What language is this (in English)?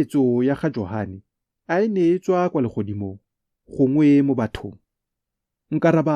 Tswana